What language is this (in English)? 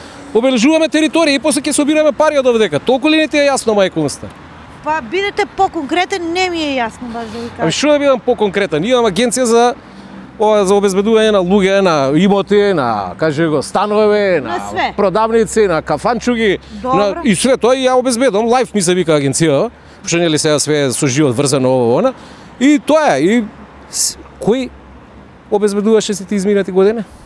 Macedonian